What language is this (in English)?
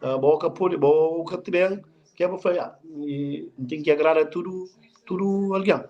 Kabuverdianu